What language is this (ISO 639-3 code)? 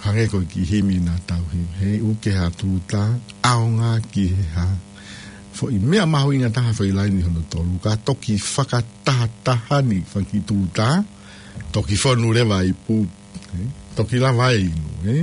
ton